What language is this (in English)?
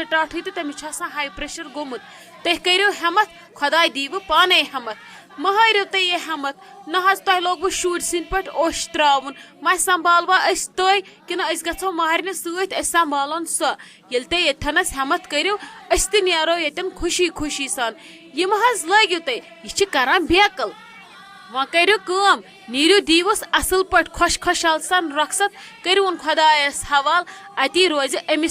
Kashmiri